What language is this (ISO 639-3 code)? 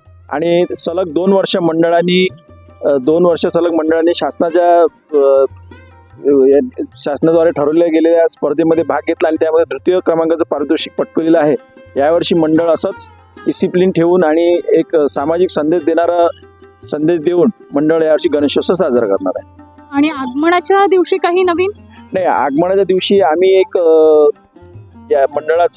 mar